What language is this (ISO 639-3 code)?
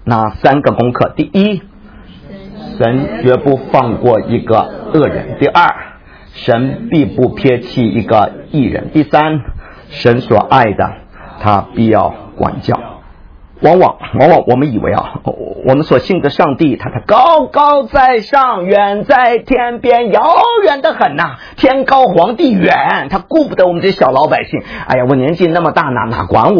zho